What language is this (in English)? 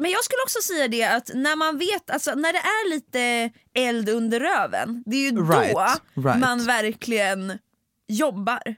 Swedish